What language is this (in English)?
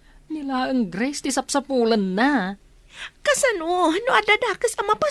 Iloko